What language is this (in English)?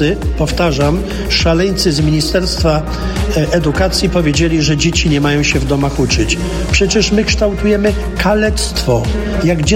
Polish